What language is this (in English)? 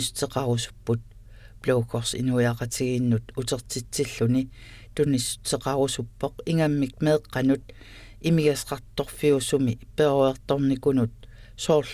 Kalaallisut